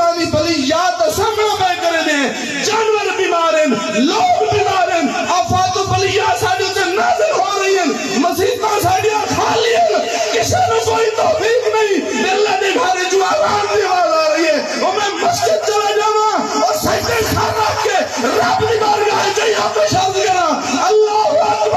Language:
Saraiki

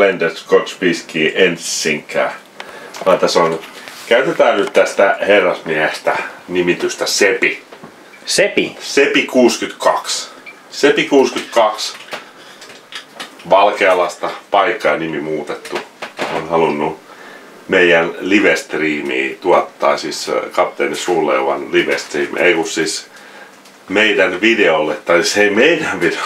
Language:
Finnish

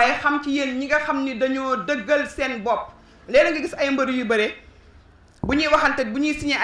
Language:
Wolof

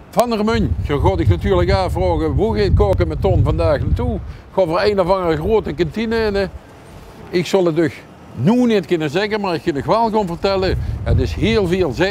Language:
Limburgish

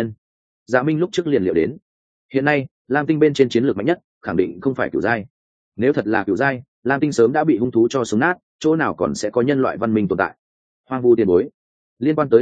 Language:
Vietnamese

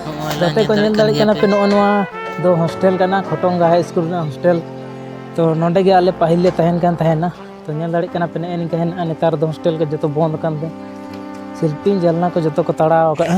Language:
Santali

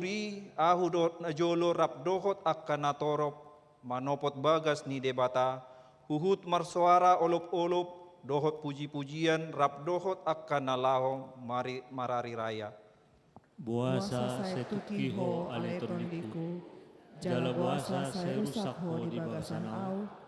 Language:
Batak Toba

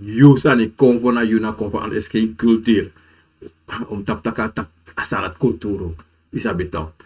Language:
Sranan Tongo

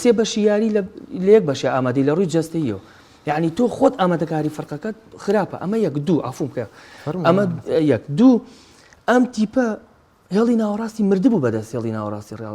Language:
Central Kurdish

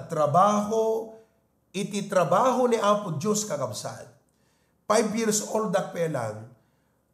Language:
Iloko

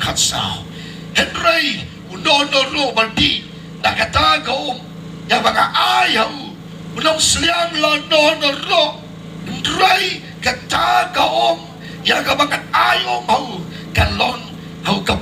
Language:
Khasi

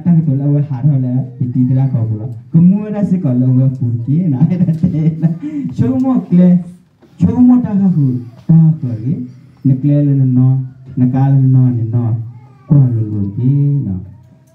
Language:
S'gaw Karen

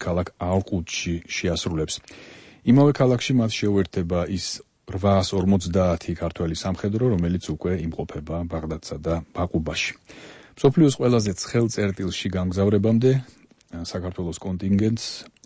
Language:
Georgian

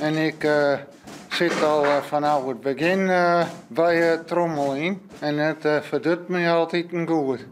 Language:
Western Frisian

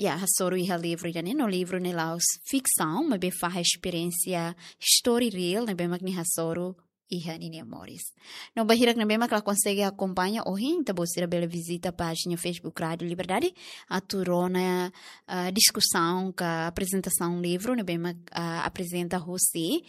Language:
Tetum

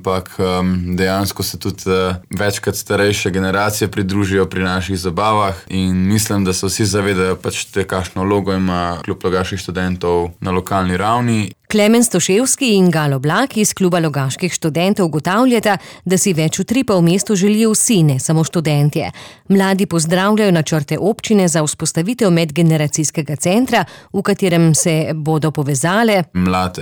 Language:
Slovenian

